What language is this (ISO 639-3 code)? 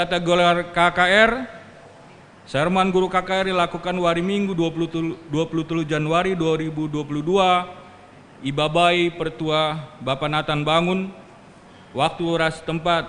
btx